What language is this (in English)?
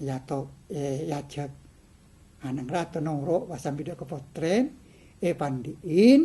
Madurese